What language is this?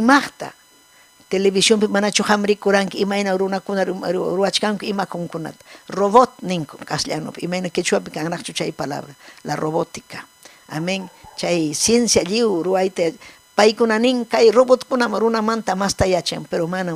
Ayacucho Quechua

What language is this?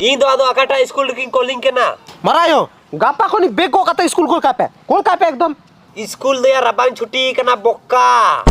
Santali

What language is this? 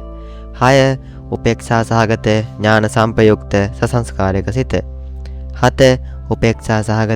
Sinhala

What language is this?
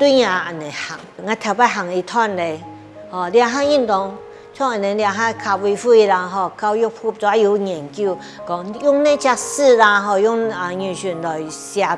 Hakka Chinese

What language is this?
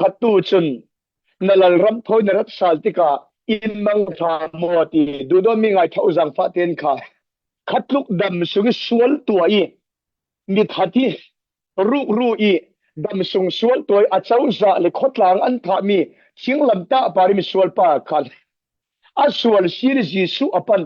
Falam Chin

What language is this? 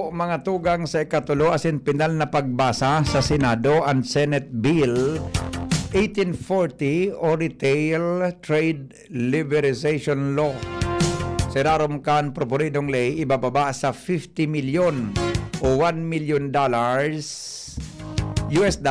Bikol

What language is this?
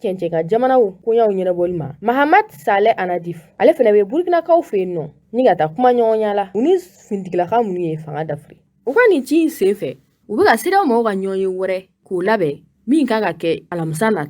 Bambara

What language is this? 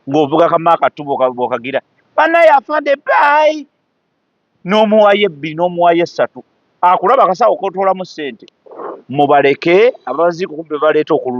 Ganda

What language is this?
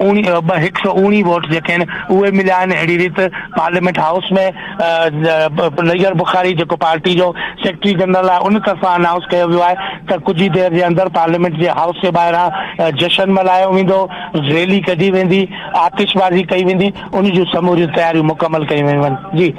Sindhi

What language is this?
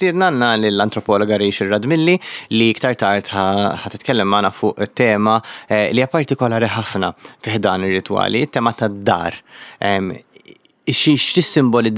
Maltese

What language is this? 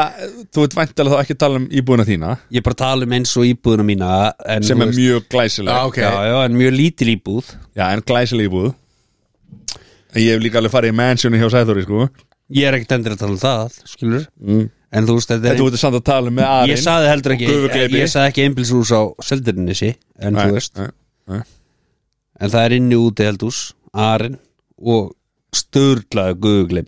Icelandic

